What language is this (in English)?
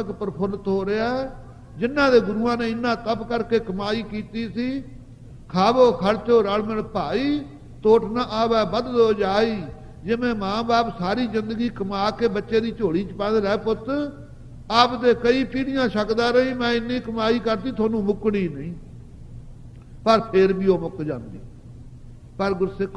Punjabi